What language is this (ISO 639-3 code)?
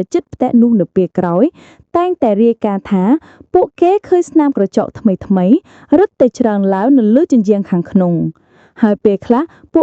khm